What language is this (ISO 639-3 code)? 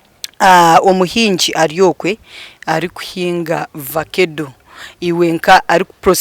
nyn